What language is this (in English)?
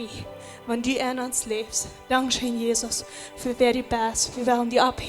Plautdietsch